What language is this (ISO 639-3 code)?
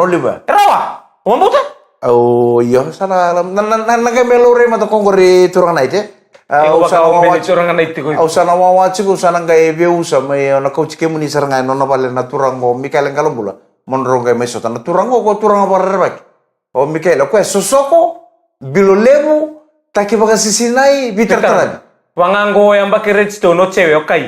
fij